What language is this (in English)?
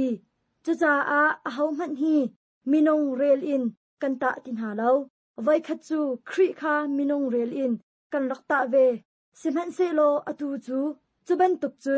Hakha Chin